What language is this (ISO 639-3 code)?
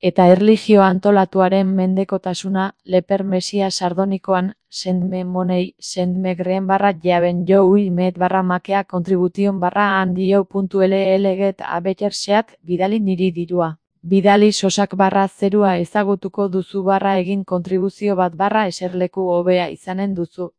eus